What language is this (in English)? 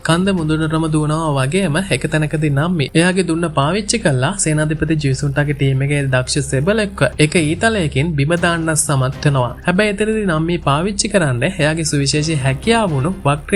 Sinhala